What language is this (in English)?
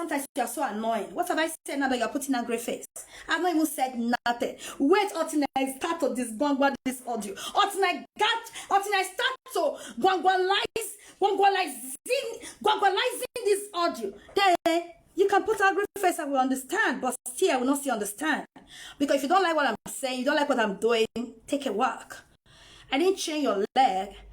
Nigerian Pidgin